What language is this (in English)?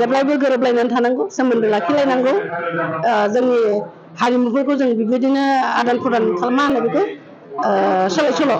Bodo